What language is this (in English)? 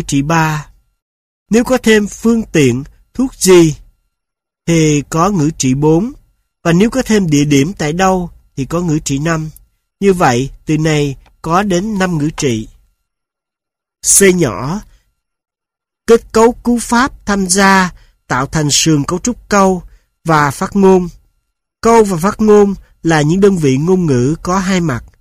Vietnamese